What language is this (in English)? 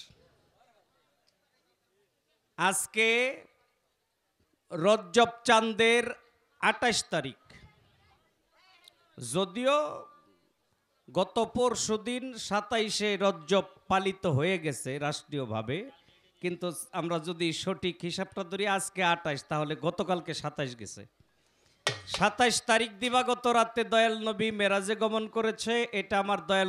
Bangla